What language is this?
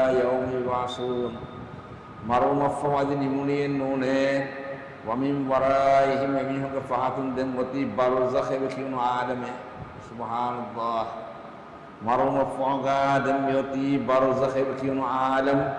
Divehi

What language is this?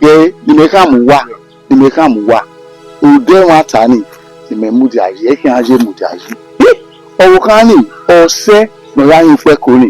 Bini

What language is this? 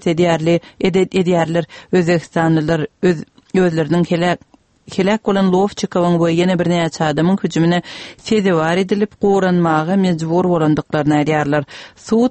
Turkmen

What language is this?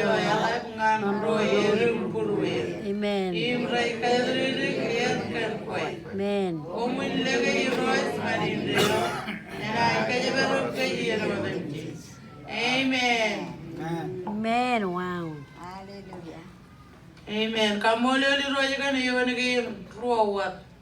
Marshallese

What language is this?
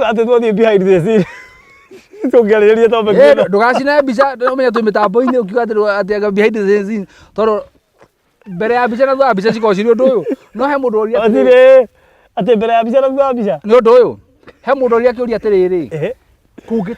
Kikuyu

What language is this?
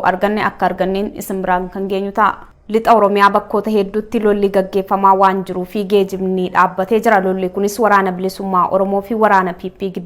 Oromo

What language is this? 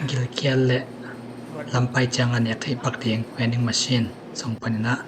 Tedim Chin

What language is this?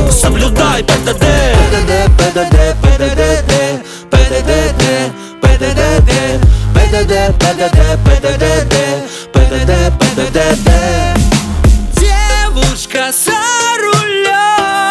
Russian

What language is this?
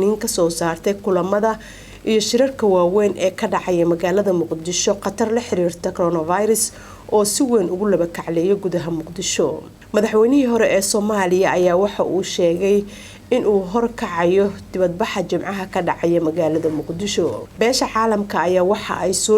Somali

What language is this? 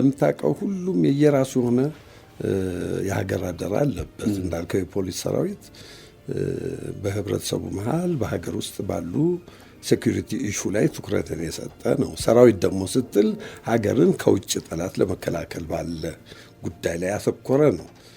Amharic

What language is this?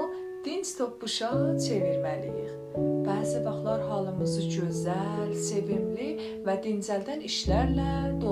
South Azerbaijani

